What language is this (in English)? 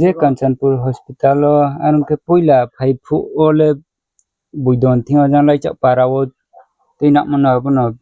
Riang (India)